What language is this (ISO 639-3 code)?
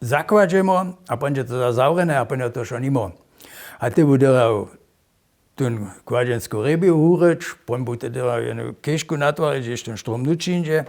hsb